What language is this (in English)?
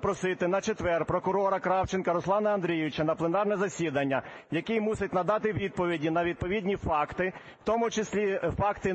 Ukrainian